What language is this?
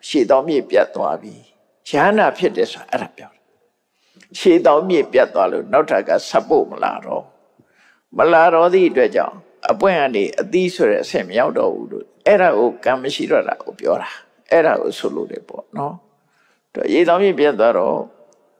Burmese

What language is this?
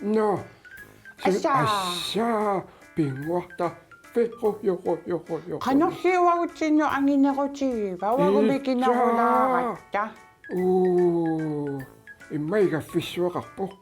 Kalaallisut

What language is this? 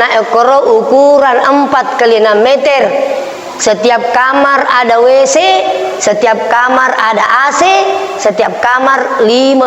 Buginese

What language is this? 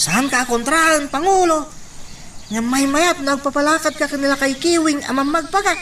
Iloko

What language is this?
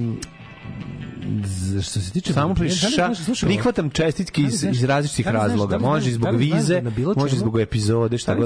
Serbian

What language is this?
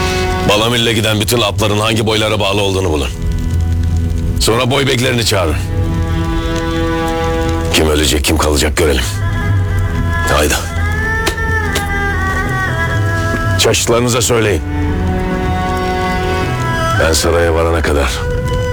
Turkish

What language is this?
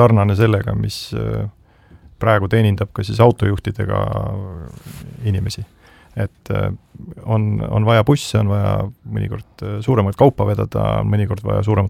Estonian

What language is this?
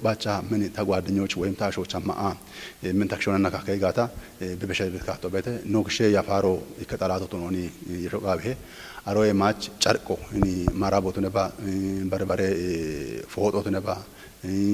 Kafa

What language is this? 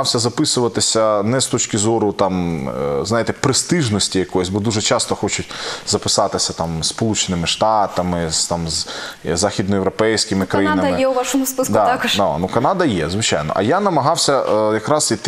Ukrainian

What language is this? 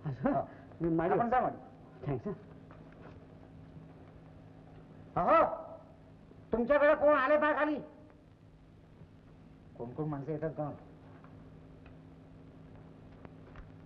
Marathi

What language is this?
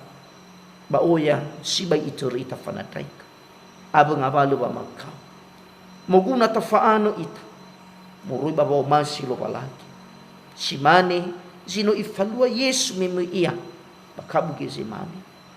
Nias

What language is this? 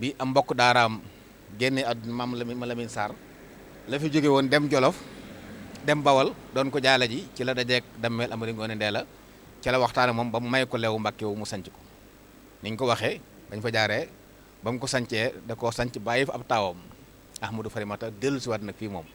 Wolof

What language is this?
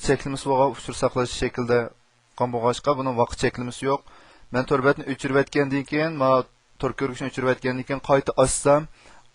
Uyghur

